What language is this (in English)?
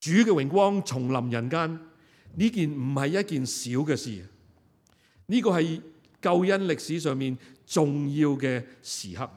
Cantonese